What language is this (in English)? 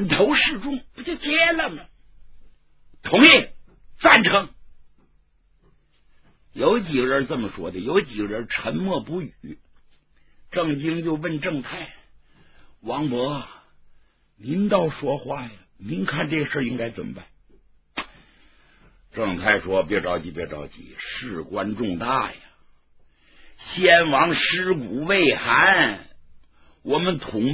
Chinese